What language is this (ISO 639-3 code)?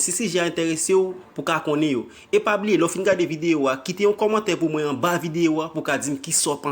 hat